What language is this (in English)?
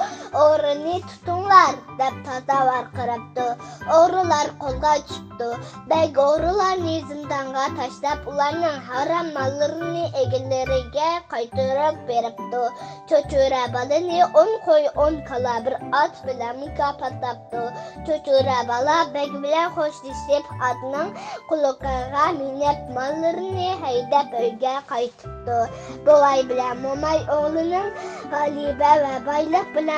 Uyghur